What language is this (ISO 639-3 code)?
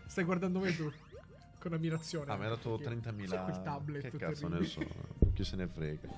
ita